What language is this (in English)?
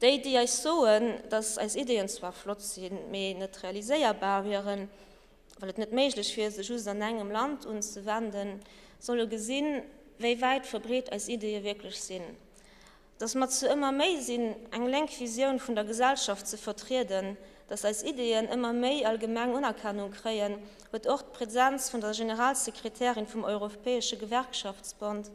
Luxembourgish